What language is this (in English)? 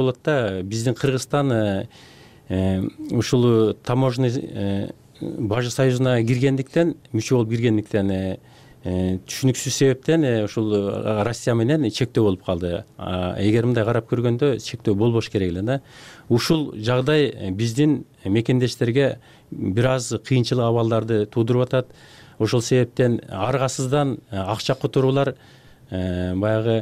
Kyrgyz